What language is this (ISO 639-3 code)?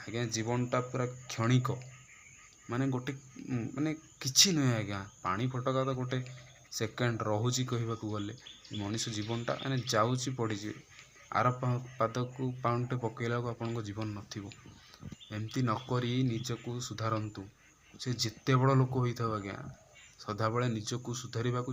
ori